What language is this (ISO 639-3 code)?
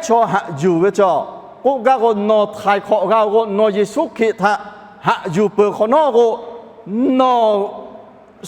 lhu